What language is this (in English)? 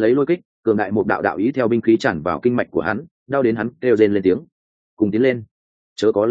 Vietnamese